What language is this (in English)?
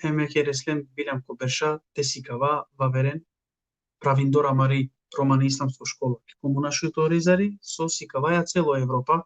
Balkan Romani